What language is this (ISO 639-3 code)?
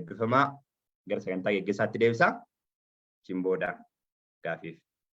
orm